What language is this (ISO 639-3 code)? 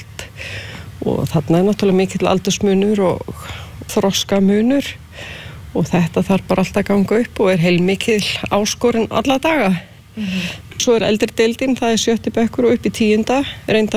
isl